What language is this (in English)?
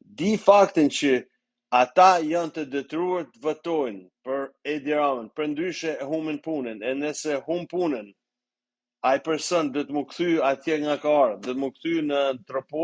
Albanian